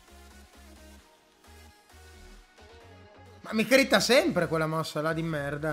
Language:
Italian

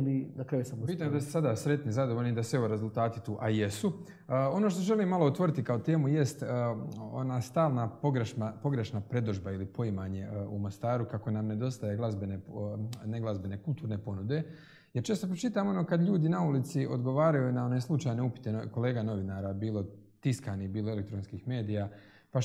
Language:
Croatian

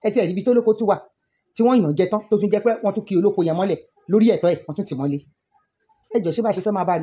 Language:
Yoruba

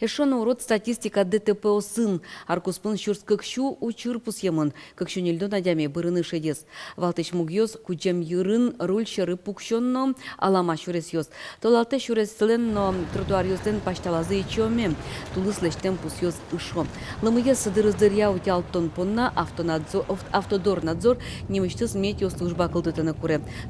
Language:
Udmurt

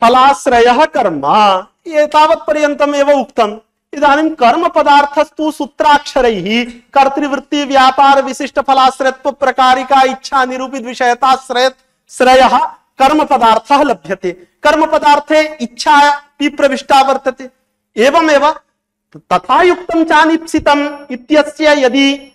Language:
Sanskrit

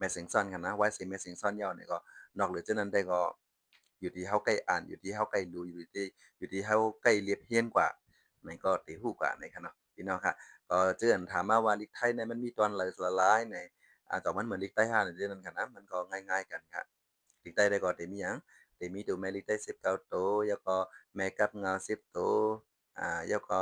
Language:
Shan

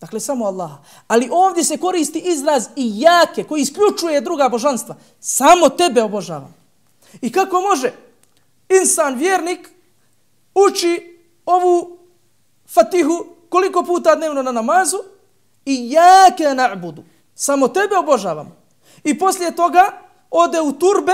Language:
Bosnian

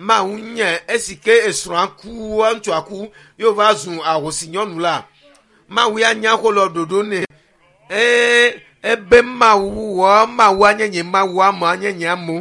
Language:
Ewe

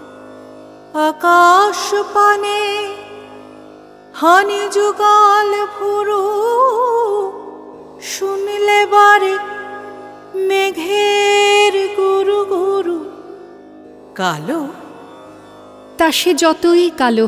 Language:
Bangla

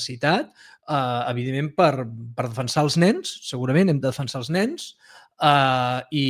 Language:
Catalan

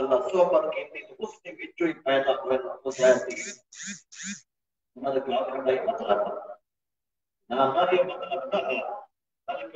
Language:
Urdu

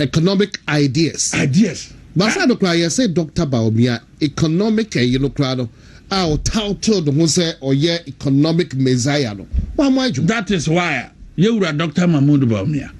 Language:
Akan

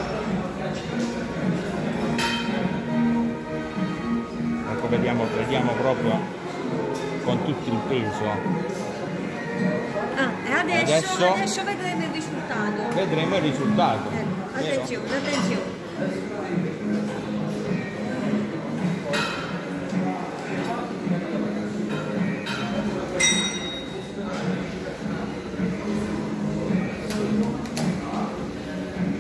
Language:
Italian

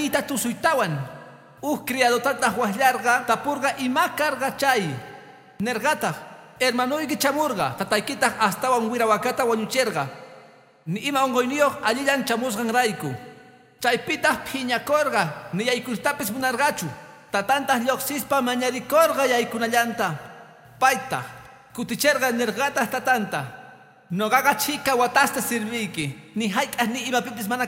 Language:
Quechua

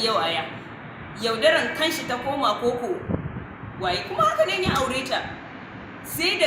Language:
Hausa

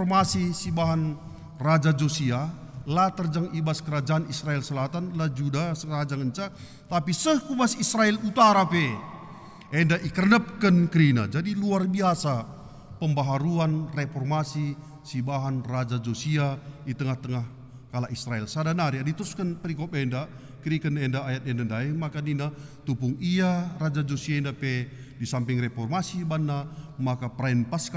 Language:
Batak Karo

